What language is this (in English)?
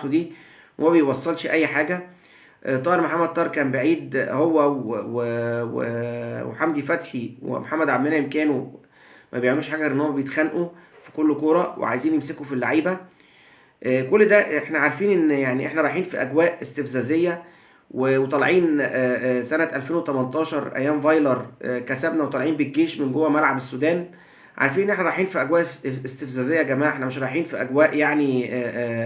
Egyptian Arabic